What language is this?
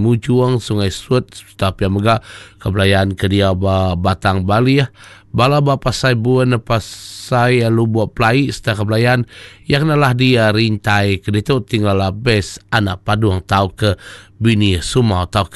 Iban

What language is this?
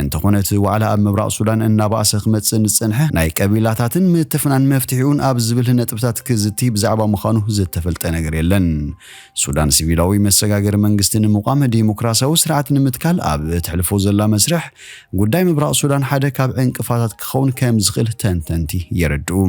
Tigrinya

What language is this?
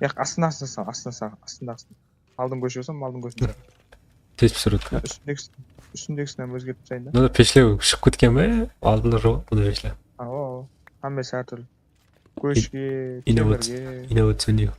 Kara-Kalpak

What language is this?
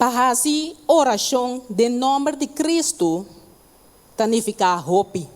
Papiamento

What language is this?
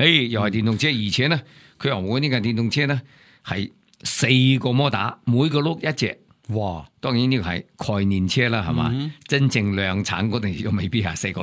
Cantonese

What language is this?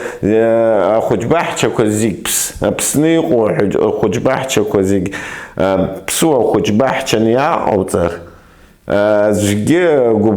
Abkhazian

